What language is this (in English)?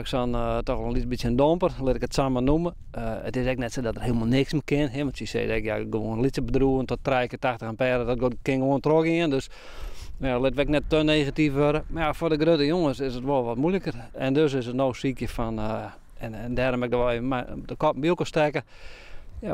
Western Frisian